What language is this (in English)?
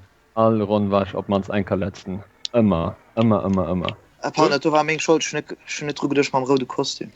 Luxembourgish